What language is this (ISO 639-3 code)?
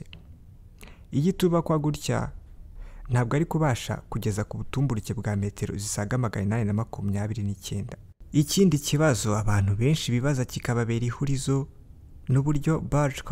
kin